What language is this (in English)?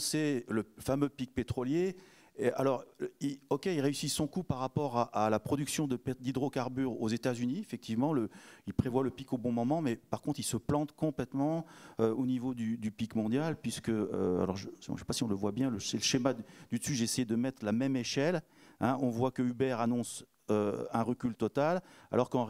French